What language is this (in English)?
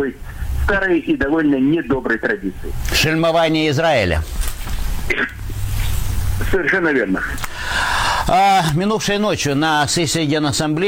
Russian